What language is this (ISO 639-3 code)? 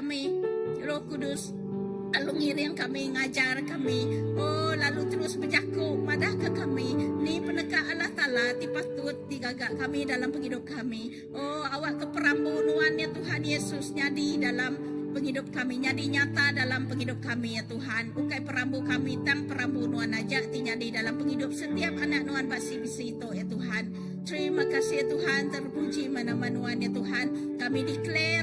iba